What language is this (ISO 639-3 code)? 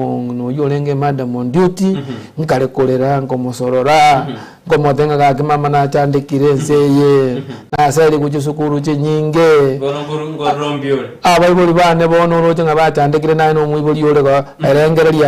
guz